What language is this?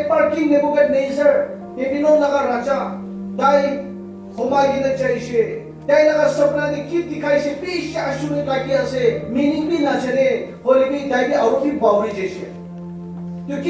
Naga Pidgin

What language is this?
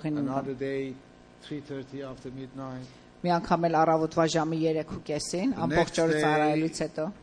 Armenian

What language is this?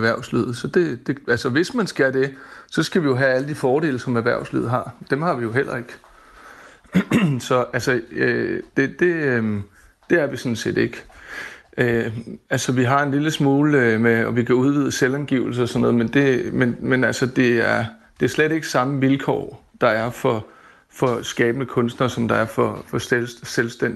Danish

